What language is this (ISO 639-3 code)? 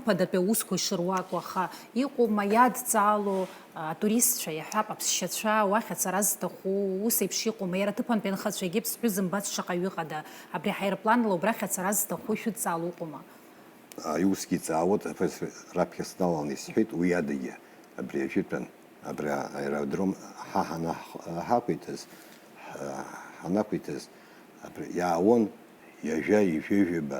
abk